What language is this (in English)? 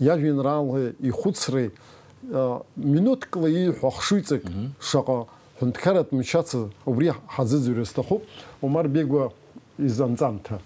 Abkhazian